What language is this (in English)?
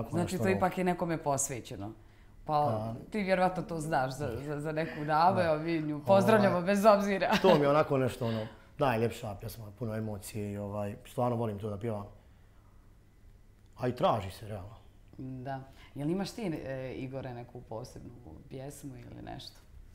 Bosnian